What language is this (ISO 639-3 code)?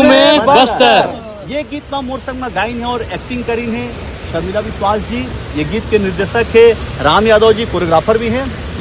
hne